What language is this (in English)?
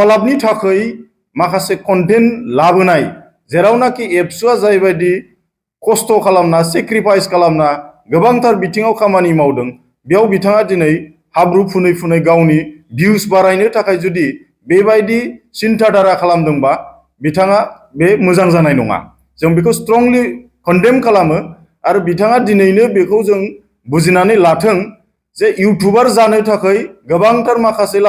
Bodo